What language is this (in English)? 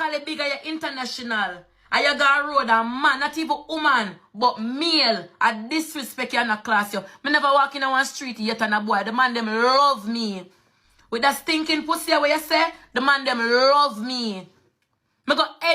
Jamaican Creole English